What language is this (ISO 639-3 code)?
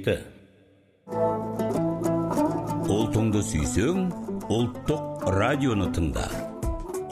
kaz